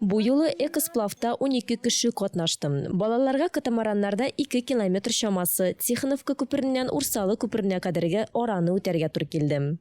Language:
Tatar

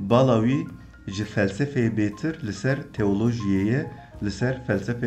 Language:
Kurdish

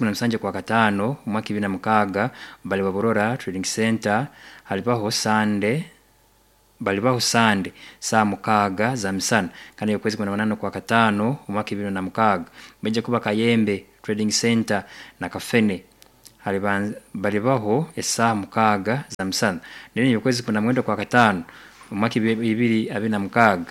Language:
Nyankole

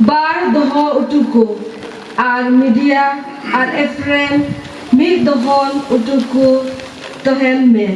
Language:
Santali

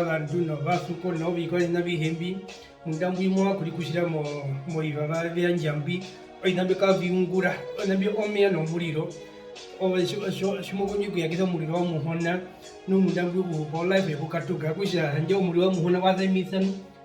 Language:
Herero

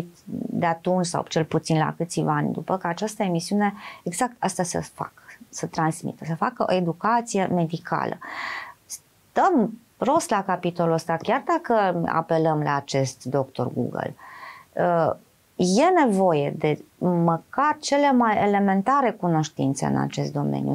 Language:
Romanian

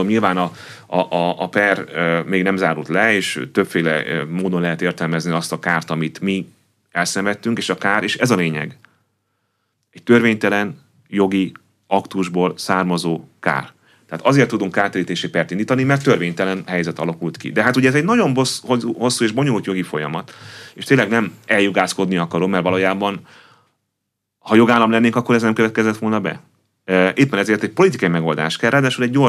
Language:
Hungarian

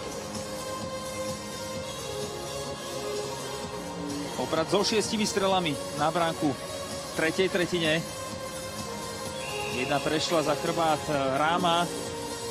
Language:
Slovak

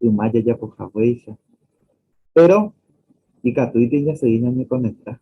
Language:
Guarani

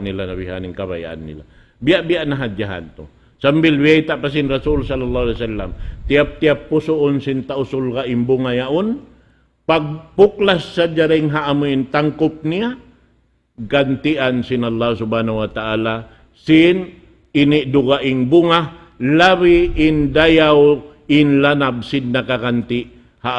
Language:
Tausug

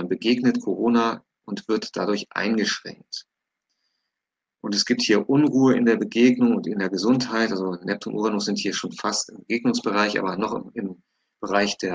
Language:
German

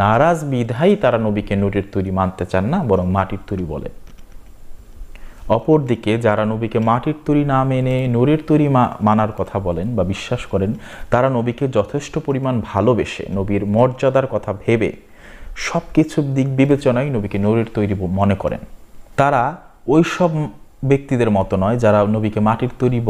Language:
Bangla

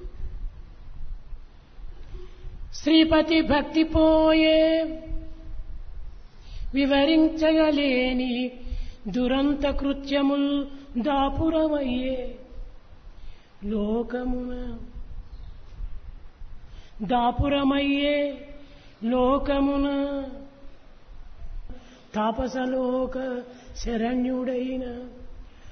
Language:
Telugu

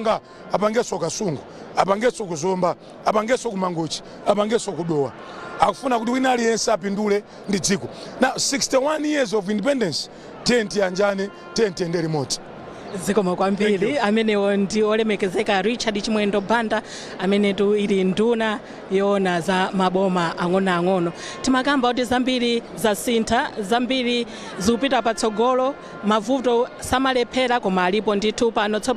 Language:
Nyanja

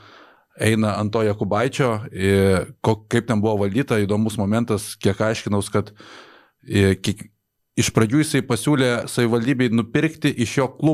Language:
Lithuanian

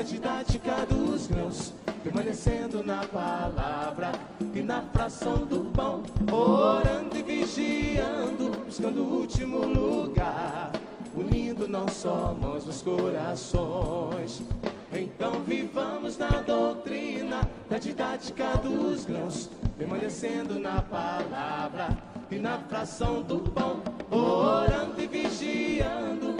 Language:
Portuguese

